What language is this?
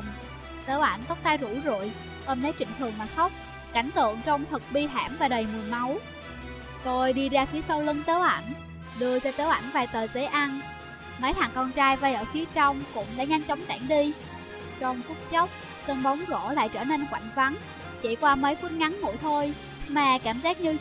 Vietnamese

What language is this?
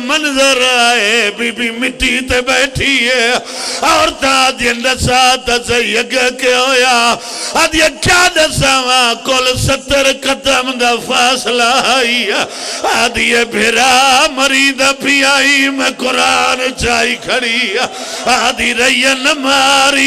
Pahari-Potwari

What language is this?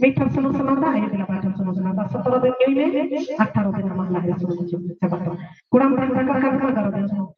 Santali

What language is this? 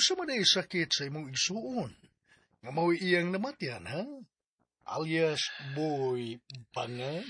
Cebuano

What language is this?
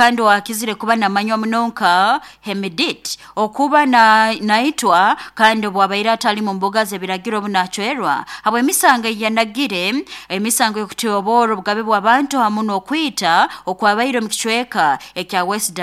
Nyoro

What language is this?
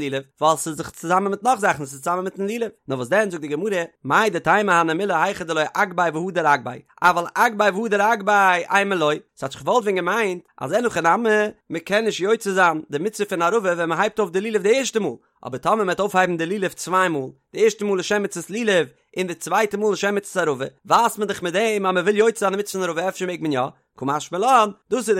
Yiddish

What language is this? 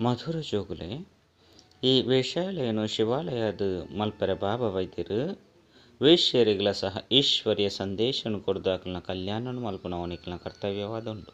Tulu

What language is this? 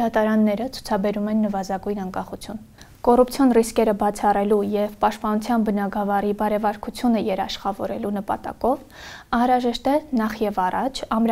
Armenian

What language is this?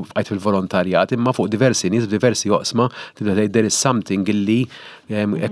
Maltese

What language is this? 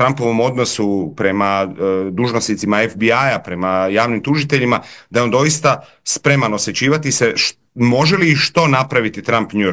Croatian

